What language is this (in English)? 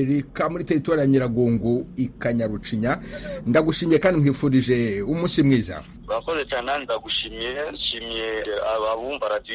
Kinyarwanda